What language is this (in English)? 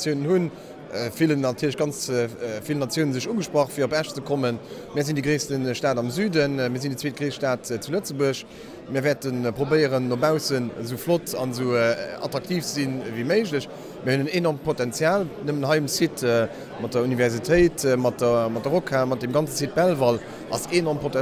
Luxembourgish